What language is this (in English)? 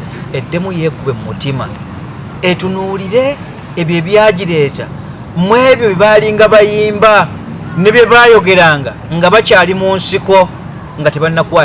Ganda